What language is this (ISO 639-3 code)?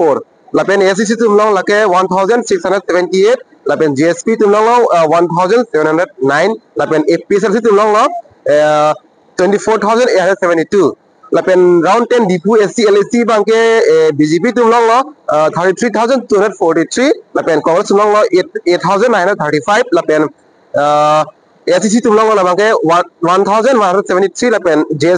mjw